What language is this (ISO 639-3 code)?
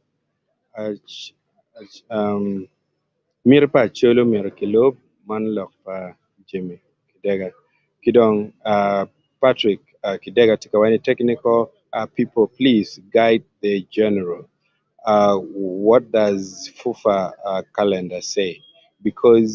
ach